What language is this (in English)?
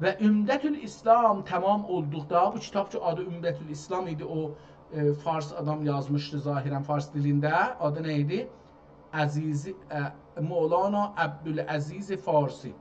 South Azerbaijani